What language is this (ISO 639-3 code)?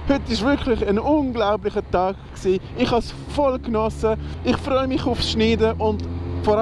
gsw